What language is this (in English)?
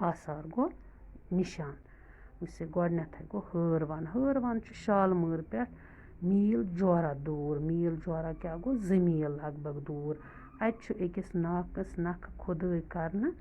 Kashmiri